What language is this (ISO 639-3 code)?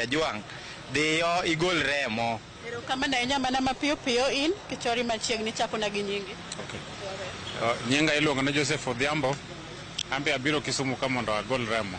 luo